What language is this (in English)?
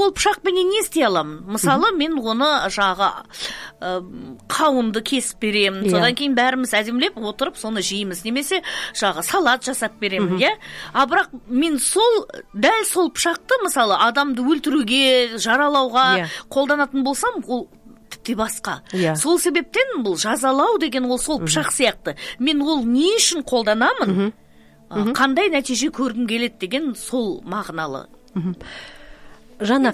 Kazakh